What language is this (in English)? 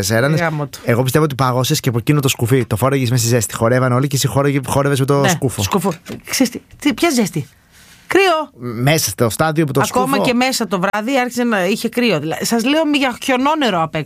Greek